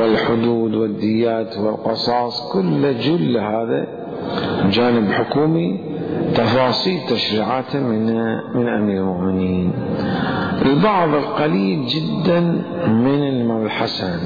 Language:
Mesopotamian Arabic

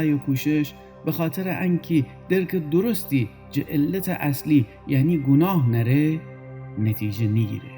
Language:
Gilaki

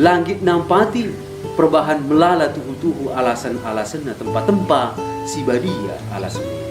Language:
Batak Karo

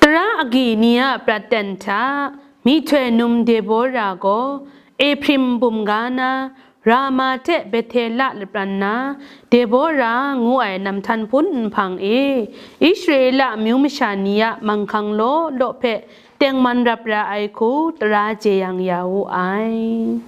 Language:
Kachin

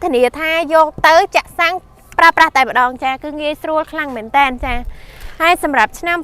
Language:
Khmer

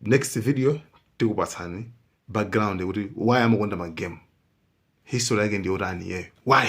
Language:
Nyanja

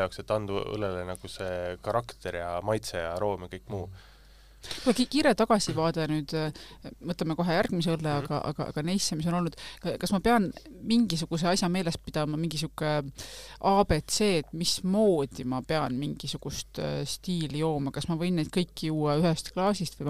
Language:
Estonian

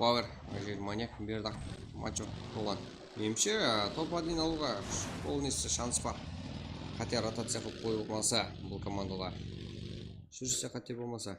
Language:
Kara-Kalpak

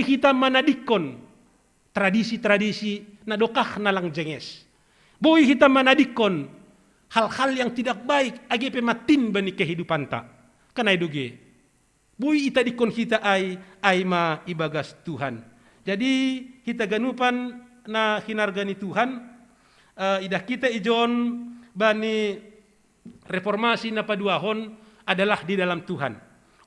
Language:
Batak Simalungun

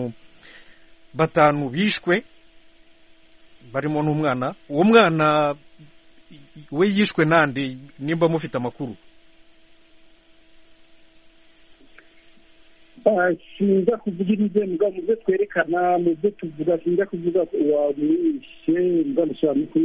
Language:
Kinyarwanda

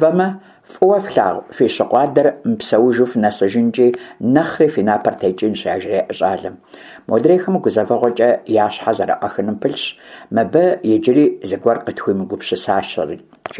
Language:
Kabardian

